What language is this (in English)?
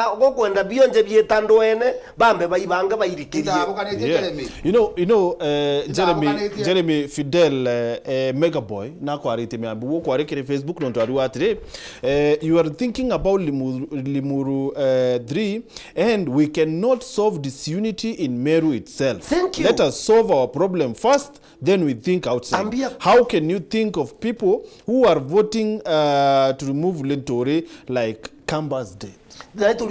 Meru